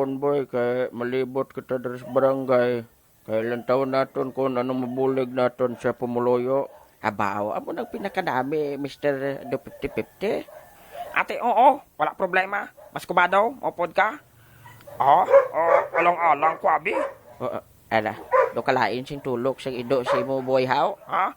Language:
Hiligaynon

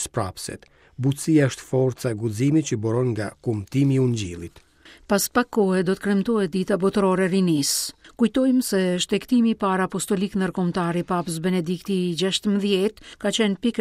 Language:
Albanian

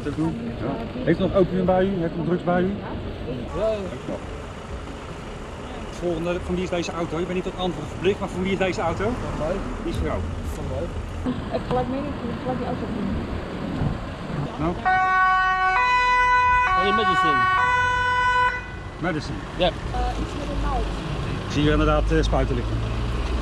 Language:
Dutch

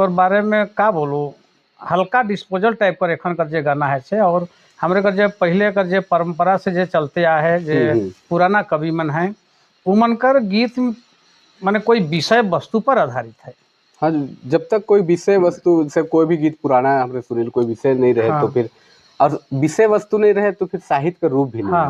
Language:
Sadri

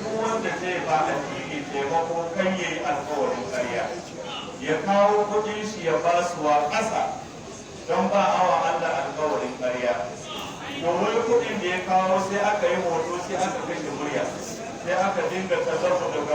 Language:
Hausa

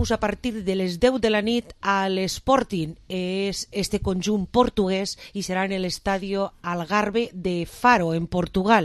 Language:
Catalan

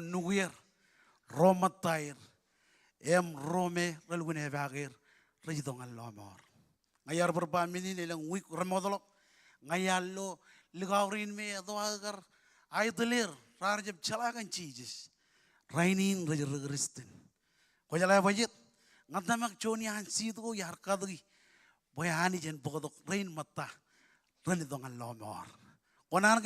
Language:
Marshallese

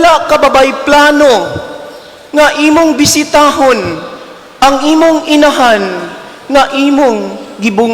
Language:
Cebuano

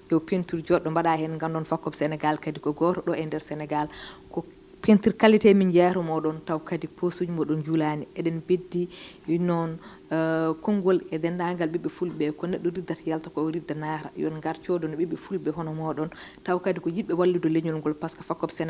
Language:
Fula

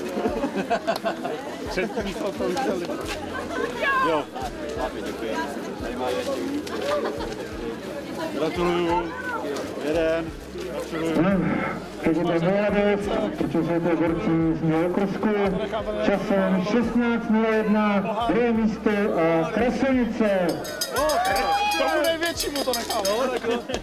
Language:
Czech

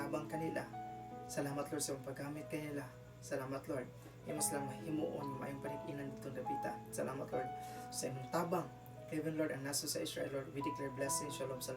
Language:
Cebuano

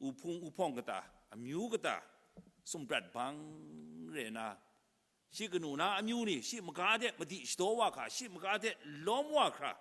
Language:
Kachin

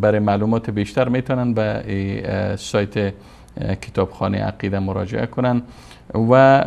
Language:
Persian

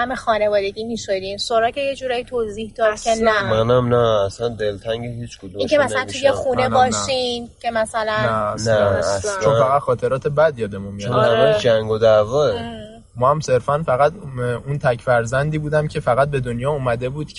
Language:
Persian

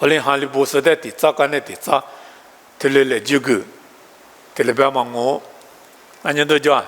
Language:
Lisu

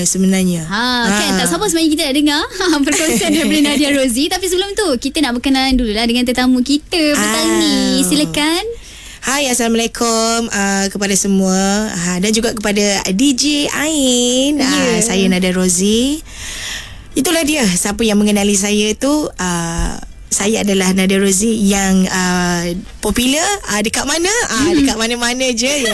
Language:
Malay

